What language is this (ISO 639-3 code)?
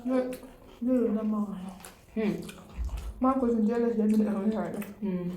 mni